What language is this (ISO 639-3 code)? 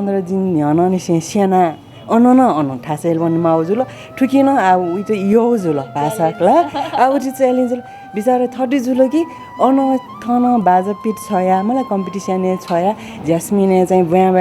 new